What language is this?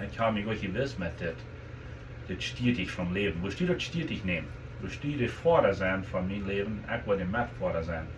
Plautdietsch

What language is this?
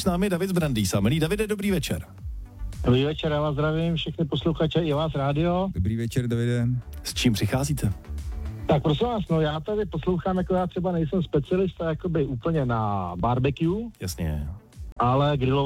Czech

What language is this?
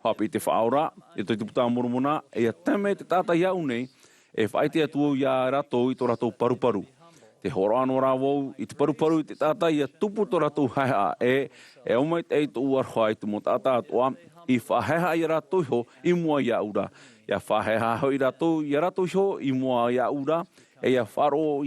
Tahitian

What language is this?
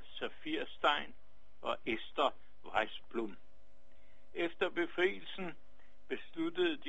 Danish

